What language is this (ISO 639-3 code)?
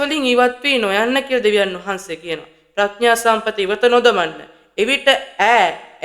sin